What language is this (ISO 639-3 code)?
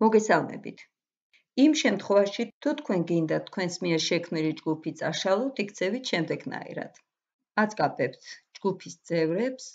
kat